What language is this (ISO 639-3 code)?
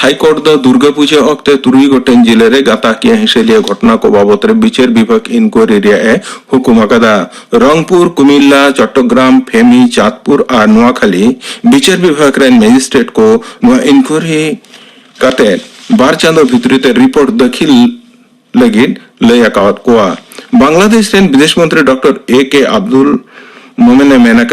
sat